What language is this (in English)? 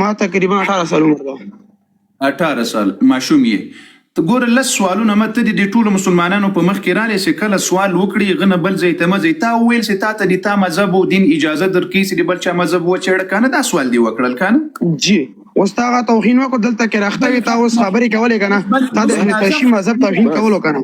Pashto